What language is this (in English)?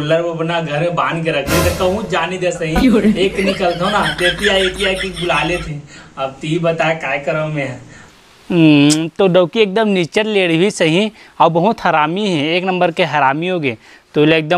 Chhattisgarhi